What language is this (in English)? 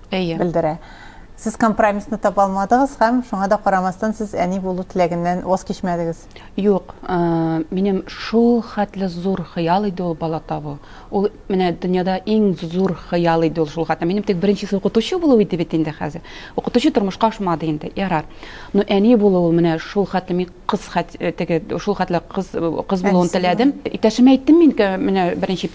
Tatar